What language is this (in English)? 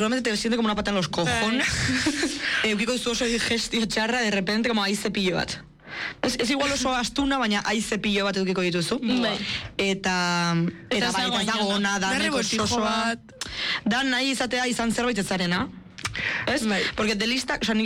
Basque